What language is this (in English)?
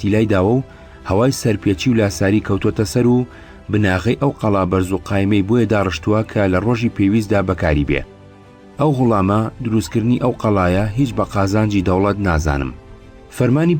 Central Kurdish